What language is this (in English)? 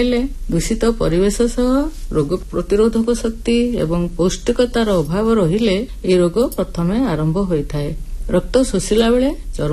Odia